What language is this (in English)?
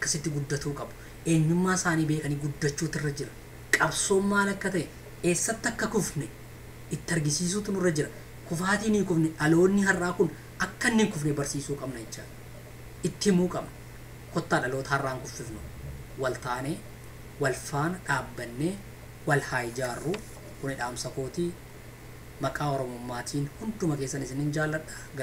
Oromo